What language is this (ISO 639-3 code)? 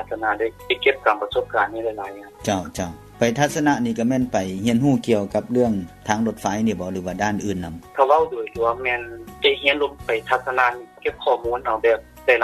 lao